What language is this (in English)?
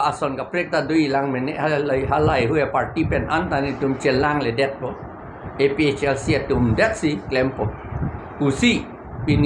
Karbi